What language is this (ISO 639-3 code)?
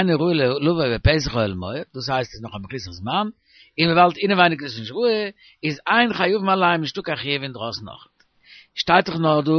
yid